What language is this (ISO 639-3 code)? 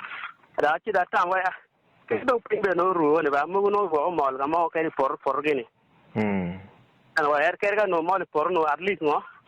ach